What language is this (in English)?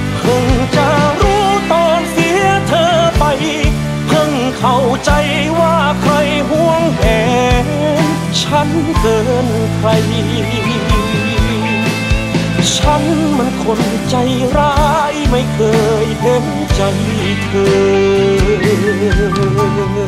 Thai